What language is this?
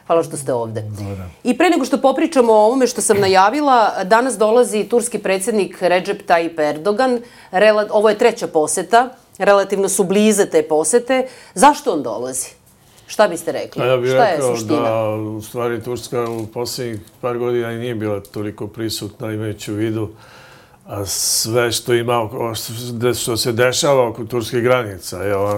Serbian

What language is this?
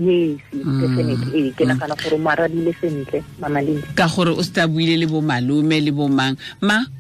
Tswana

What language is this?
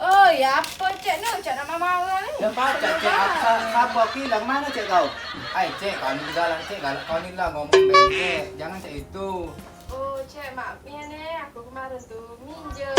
Musi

